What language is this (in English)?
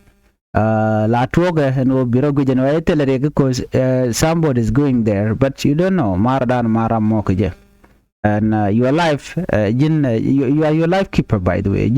Nuer